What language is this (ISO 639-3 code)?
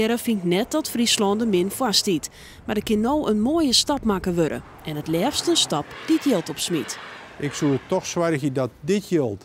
fry